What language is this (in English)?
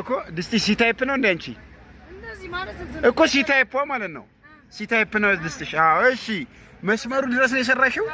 Amharic